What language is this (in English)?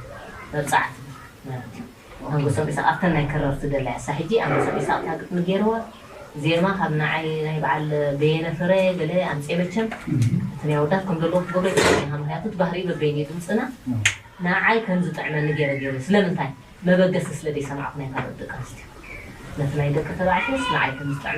Tigrinya